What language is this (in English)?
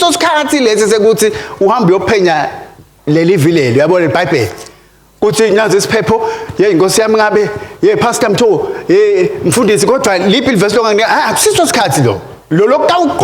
Swati